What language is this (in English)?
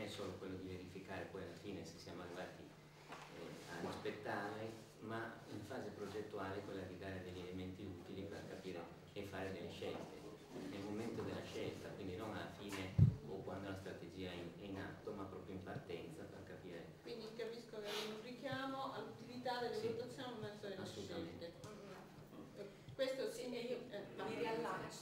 Italian